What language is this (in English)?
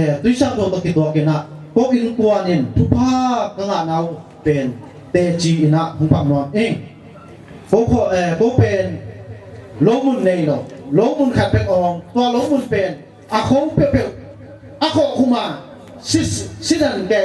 Tedim Chin